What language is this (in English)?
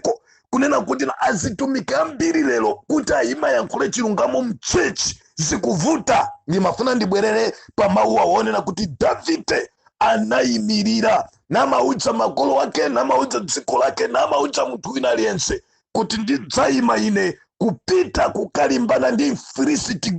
Nyanja